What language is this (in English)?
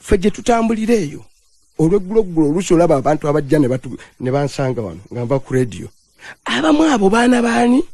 Ganda